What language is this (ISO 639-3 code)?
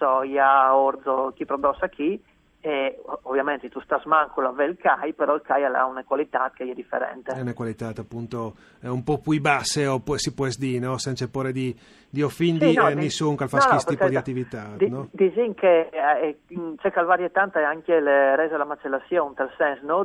fur